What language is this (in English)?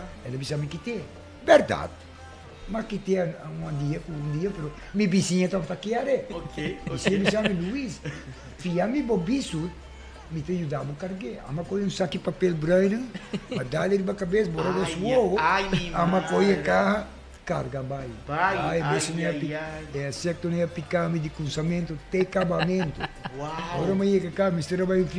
Papiamento